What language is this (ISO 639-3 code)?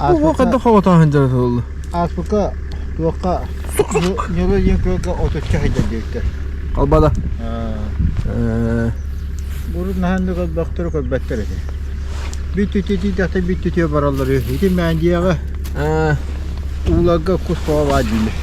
sah